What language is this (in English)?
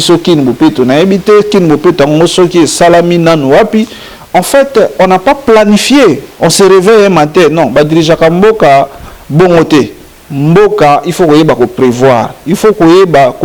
Lingala